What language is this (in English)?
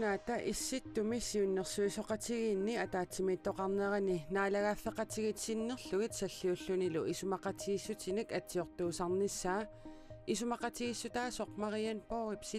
Kalaallisut